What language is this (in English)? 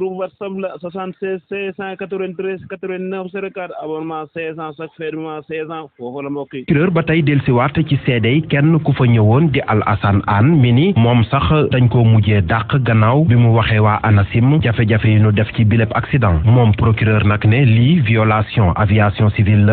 Wolof